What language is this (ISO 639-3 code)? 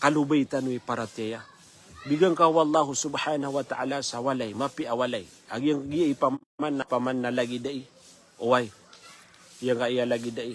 mrw